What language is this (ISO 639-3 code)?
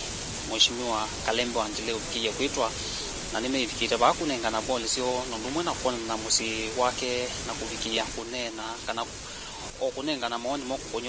kam